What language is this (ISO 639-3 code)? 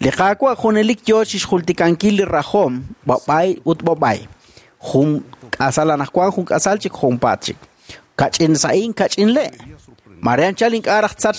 kek